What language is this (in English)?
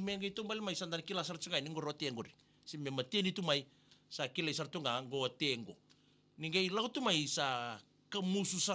Fijian